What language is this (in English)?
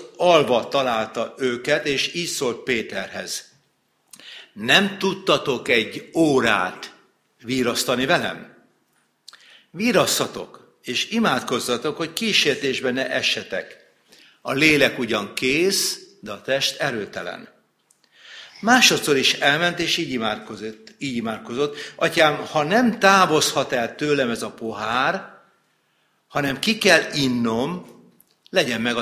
Hungarian